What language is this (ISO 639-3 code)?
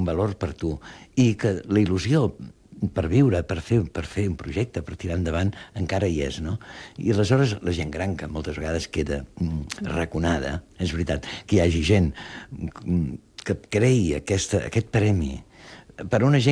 cat